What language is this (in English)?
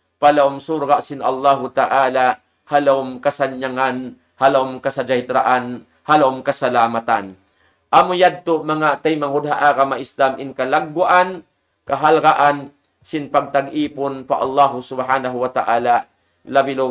Tausug